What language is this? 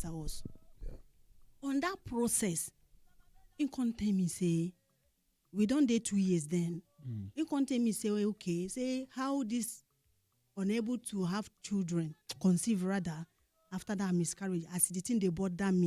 Nigerian Pidgin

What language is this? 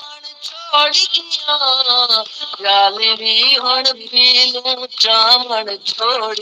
Saraiki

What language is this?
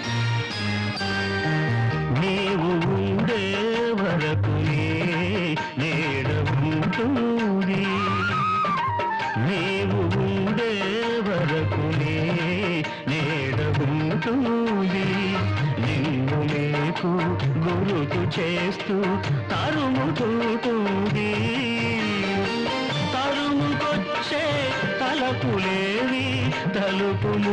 Telugu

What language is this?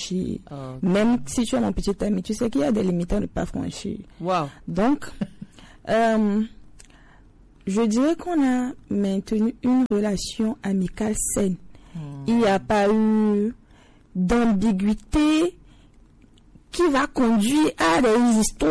French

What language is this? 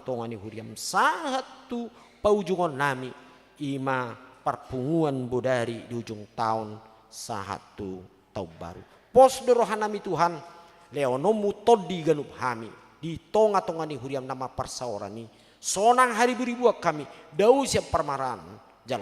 Batak Toba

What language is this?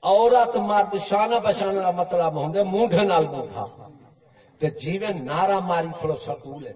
Saraiki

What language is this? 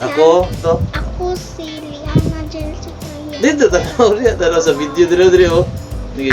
Cebuano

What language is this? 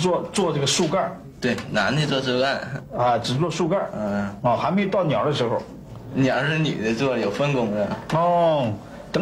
Chinese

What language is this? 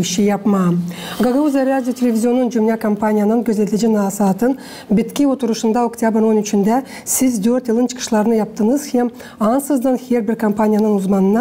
Gagauz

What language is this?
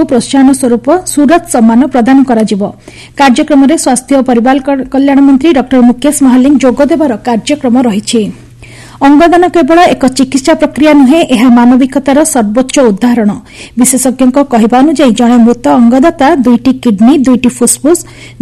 Odia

